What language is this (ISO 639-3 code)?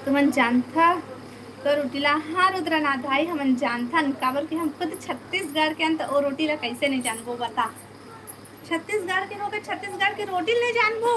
hne